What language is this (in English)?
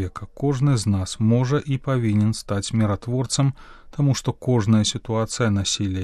Belarusian